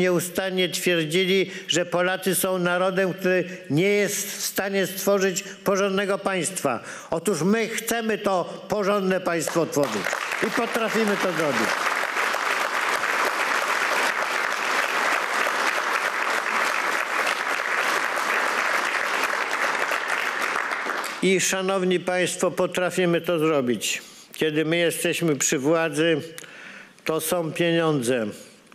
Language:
Polish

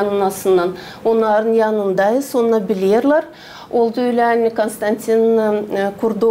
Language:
Gagauz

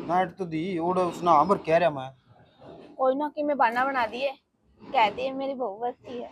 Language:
Haryanvi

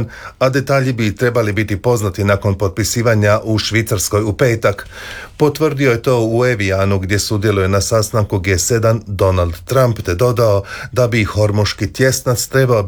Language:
Croatian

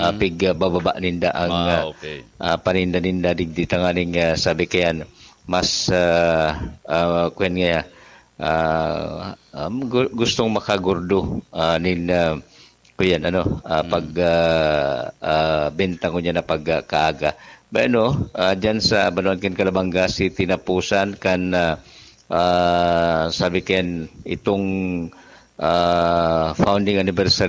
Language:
Bikol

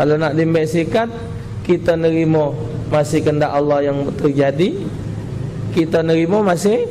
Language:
Musi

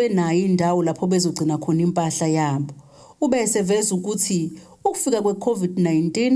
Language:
Zulu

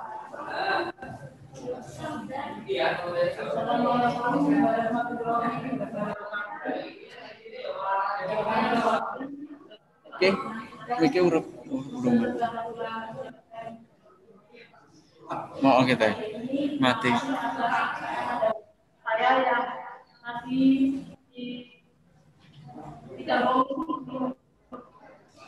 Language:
Indonesian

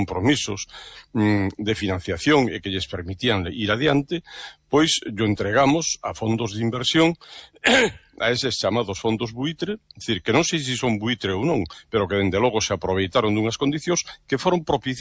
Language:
Galician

